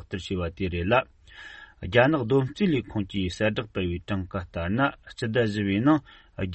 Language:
Tibetan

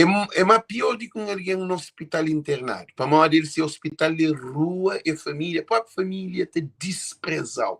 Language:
Kabuverdianu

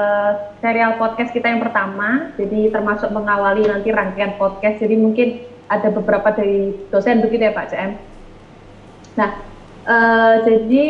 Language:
Indonesian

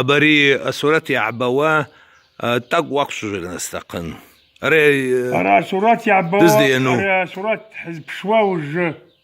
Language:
Abkhazian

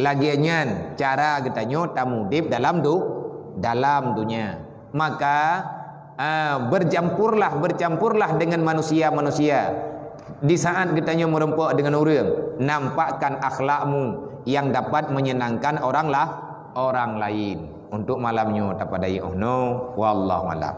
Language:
Achinese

